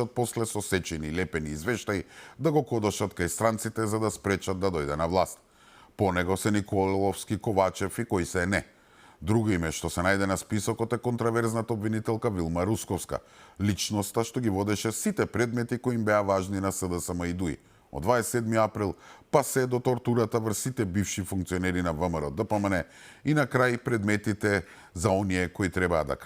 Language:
Macedonian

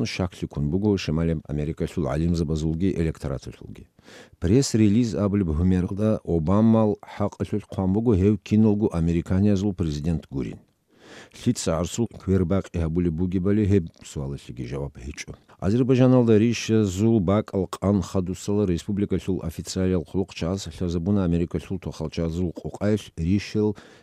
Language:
Avaric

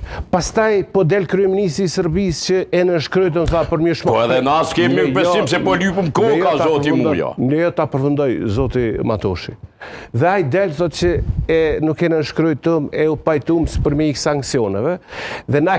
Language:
Albanian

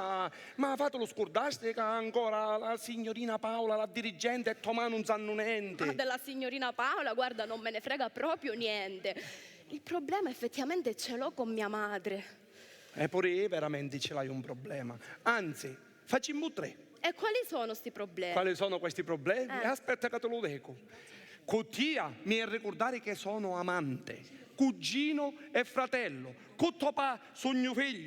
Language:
Sicilian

